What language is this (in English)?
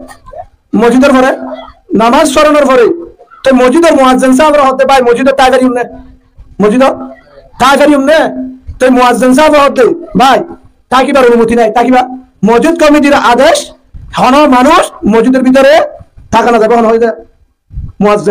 Rohingya